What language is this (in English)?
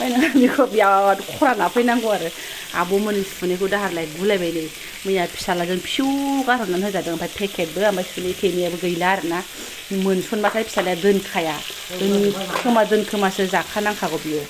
Bodo